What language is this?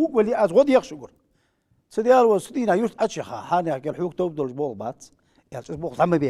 Ingush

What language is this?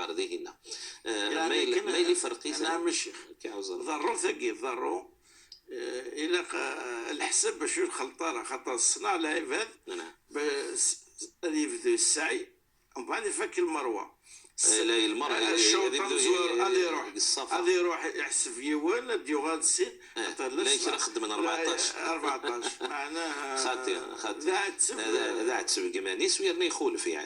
Moroccan Arabic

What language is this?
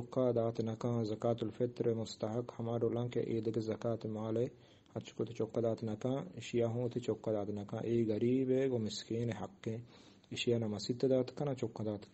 Eastern Balochi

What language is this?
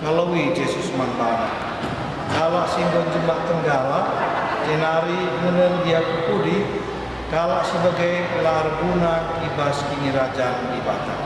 Batak Karo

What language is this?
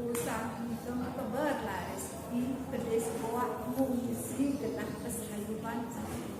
Balinese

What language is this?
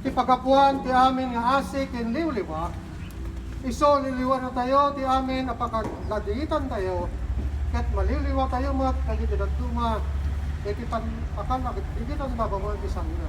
Iloko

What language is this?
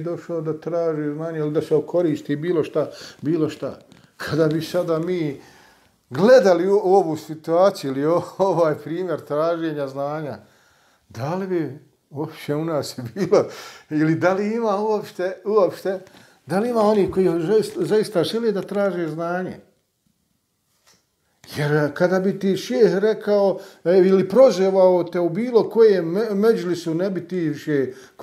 Bosnian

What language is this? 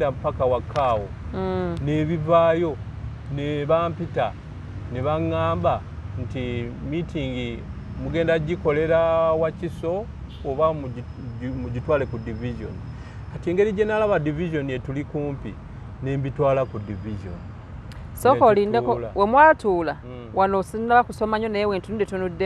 Ganda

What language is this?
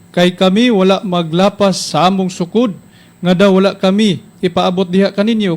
Cebuano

